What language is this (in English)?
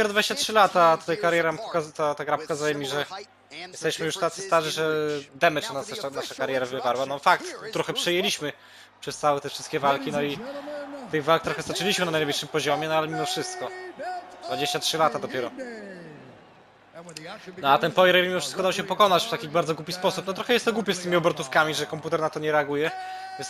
Polish